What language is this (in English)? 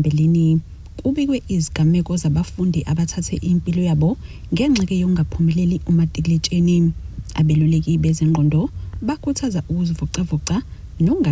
Zulu